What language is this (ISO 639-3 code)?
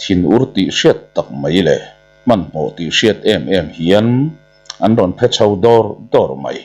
lus